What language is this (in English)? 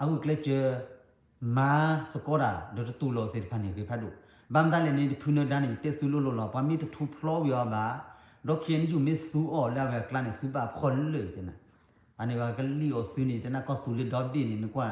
S'gaw Karen